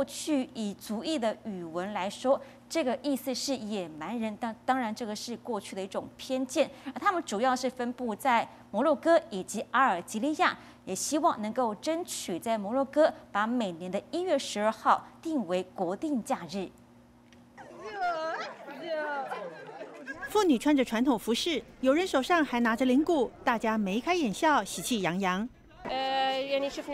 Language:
Chinese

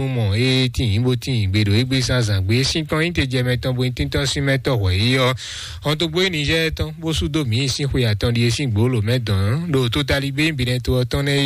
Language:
Fon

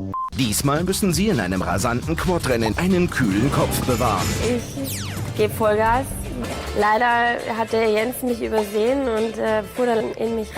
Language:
Swiss German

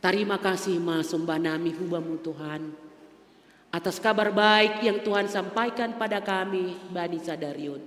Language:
Batak Simalungun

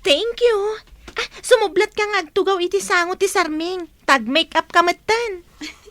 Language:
Iloko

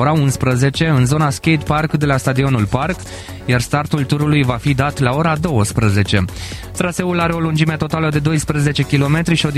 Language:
Romanian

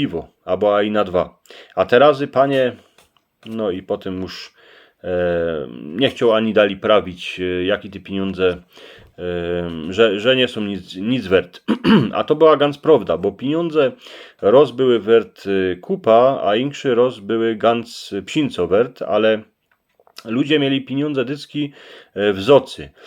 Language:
Silesian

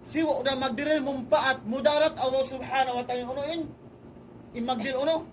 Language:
Tausug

